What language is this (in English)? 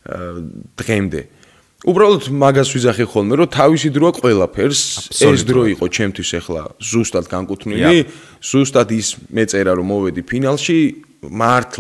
Georgian